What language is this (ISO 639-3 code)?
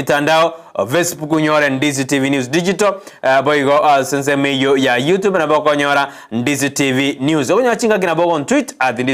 guz